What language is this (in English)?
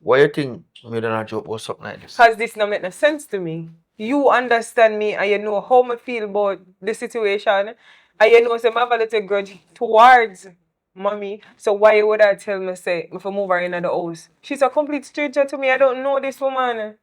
Jamaican Creole English